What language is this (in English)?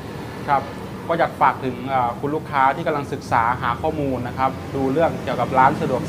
Thai